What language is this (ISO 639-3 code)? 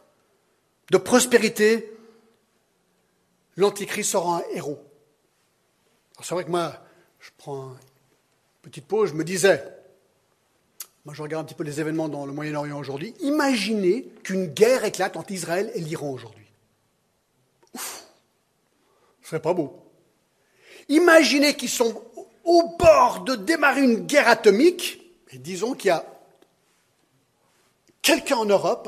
fra